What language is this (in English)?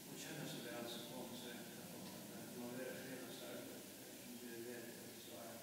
Faroese